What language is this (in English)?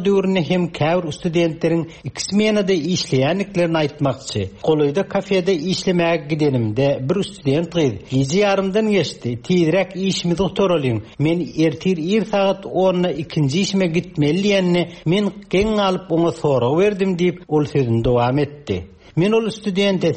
Turkmen